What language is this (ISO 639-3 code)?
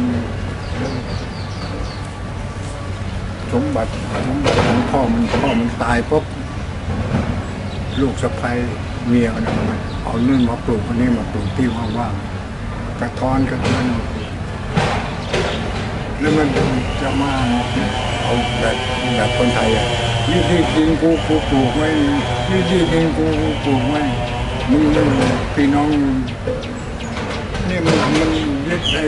tha